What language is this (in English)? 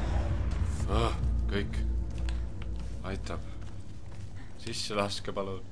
Estonian